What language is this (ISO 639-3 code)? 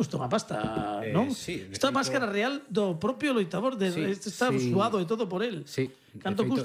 glg